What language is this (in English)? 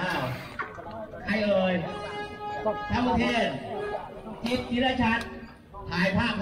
Thai